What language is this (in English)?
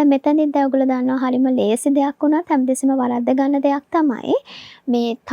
Sinhala